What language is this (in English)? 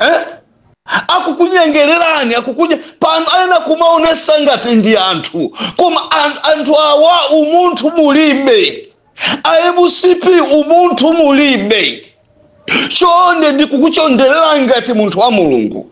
Nyanja